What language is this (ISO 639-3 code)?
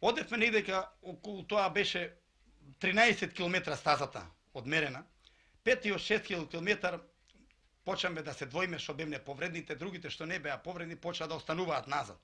mkd